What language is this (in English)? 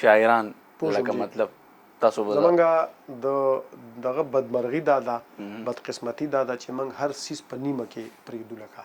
Pashto